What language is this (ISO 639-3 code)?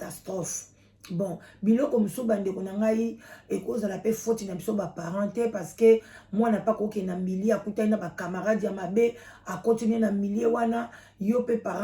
lin